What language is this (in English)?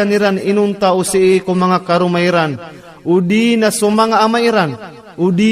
Maranao